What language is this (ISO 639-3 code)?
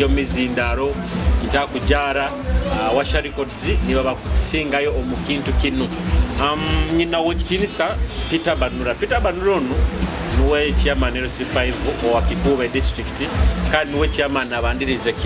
nyo